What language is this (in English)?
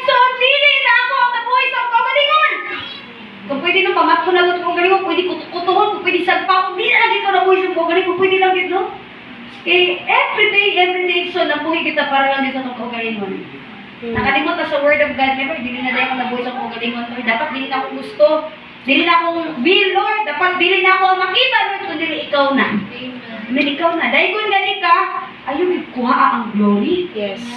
Cebuano